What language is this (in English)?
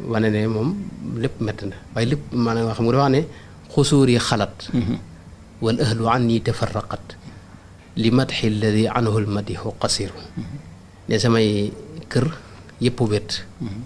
Wolof